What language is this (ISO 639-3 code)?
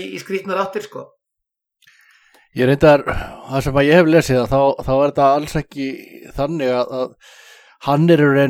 isl